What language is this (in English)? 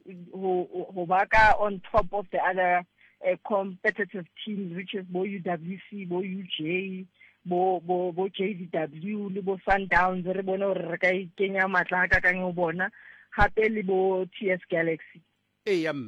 Southern Sotho